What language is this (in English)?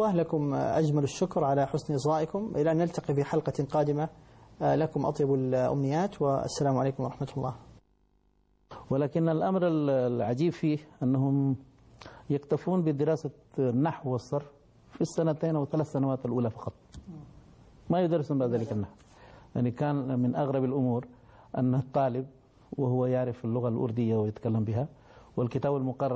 Arabic